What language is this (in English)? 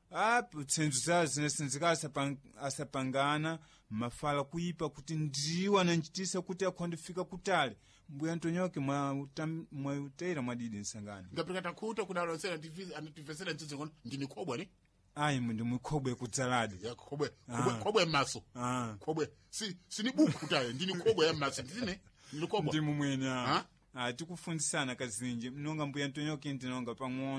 Sena